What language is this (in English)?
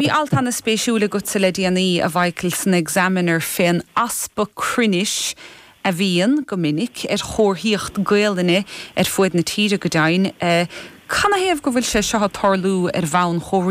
Irish